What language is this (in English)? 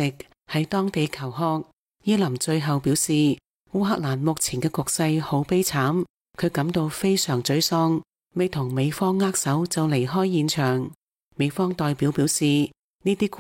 Cantonese